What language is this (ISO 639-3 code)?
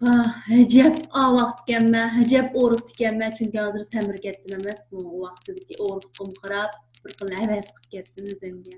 uig